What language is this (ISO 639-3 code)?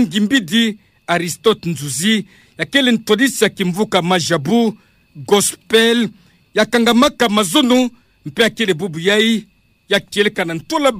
ktu